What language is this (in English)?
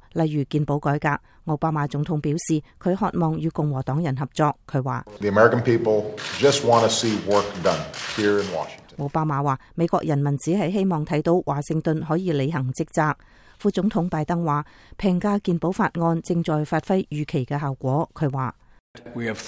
Cantonese